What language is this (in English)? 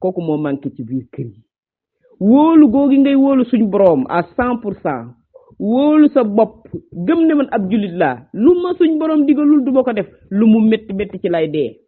Wolof